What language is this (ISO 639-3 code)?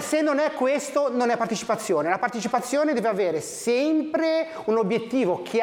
ita